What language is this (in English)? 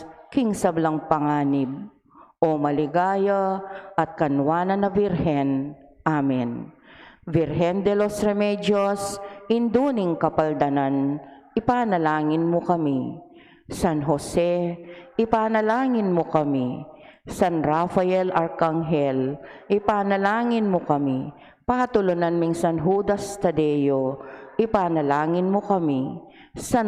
Pampanga